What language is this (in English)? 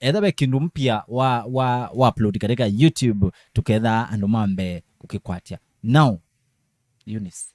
Kamba